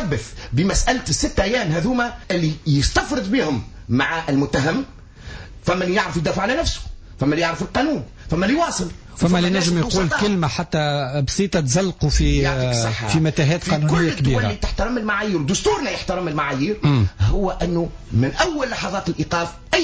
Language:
Tunisian Arabic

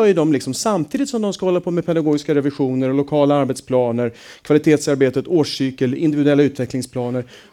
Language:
Swedish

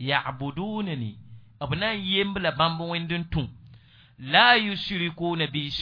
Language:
Mossi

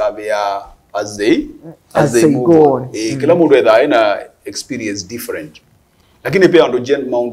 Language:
Kamba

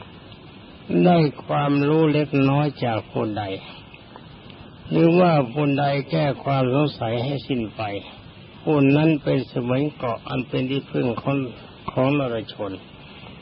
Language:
Thai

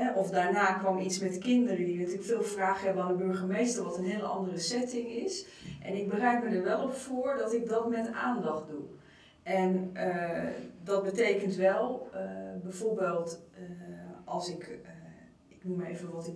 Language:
Dutch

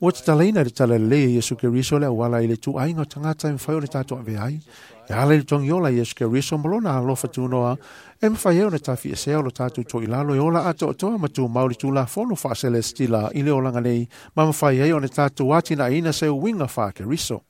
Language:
Samoan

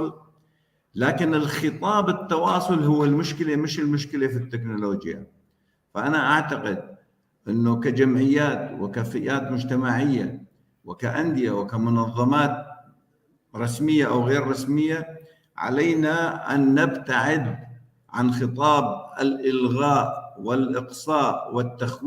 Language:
North Levantine Arabic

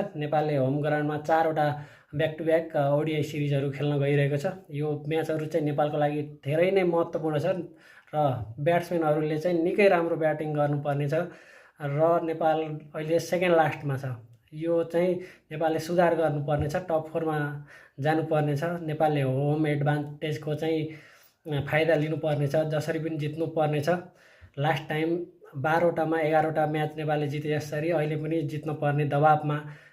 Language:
Nepali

